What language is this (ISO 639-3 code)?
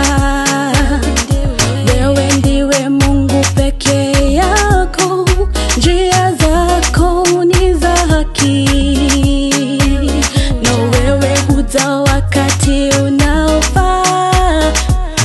swa